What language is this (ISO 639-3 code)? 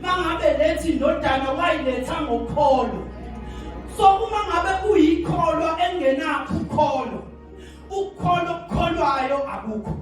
zul